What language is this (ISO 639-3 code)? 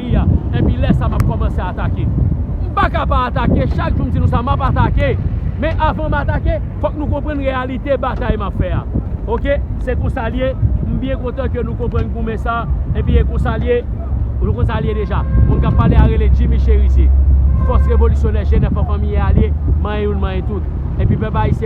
hat